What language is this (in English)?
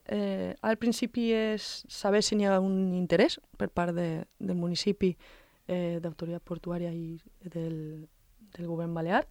Catalan